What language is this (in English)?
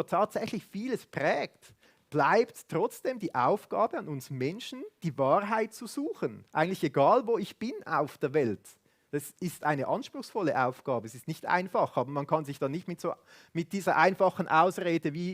Swiss German